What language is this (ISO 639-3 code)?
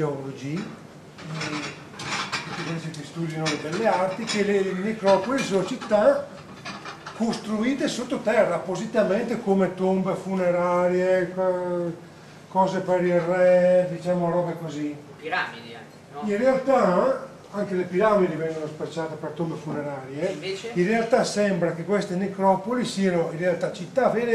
ita